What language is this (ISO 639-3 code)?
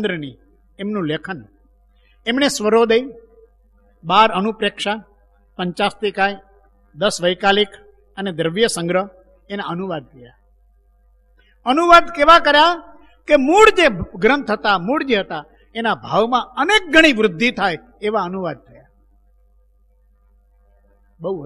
guj